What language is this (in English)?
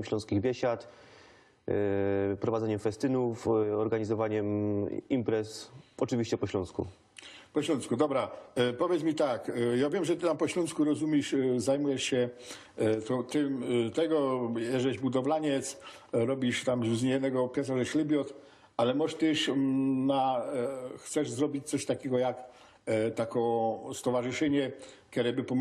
Silesian